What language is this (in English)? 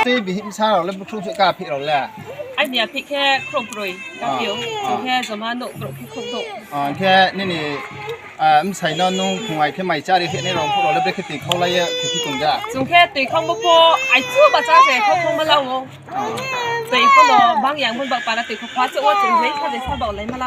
Riang (India)